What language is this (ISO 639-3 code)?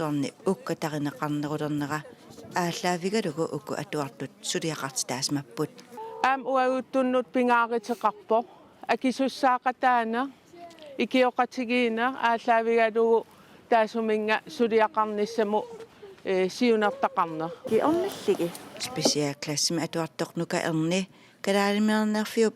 kal